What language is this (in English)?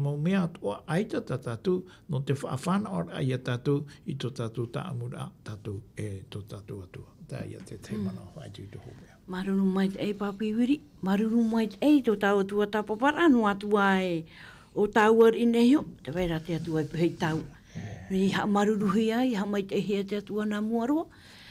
Tahitian